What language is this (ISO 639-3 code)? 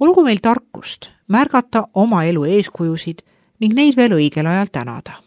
est